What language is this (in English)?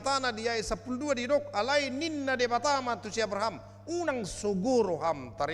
Batak Toba